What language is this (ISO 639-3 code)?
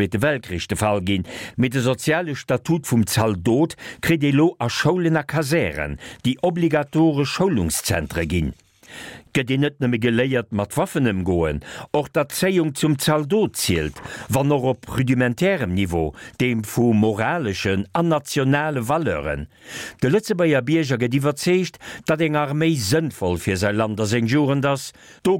ltz